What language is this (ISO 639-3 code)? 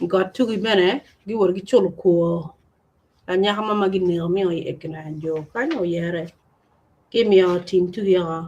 ach